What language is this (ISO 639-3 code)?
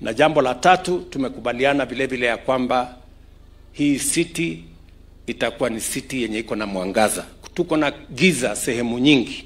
swa